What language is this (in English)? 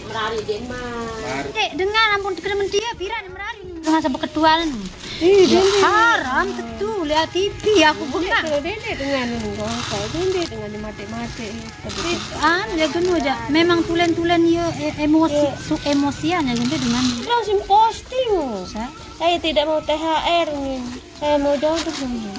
Sasak